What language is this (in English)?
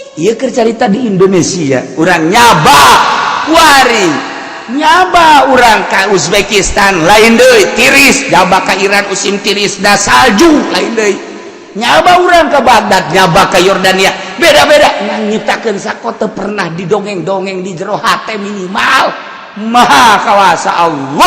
Sundanese